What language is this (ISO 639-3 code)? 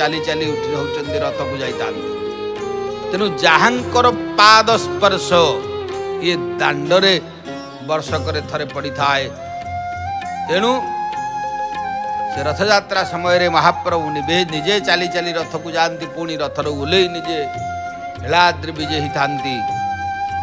ori